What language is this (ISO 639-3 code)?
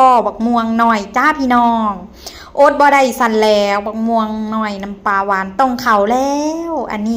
tts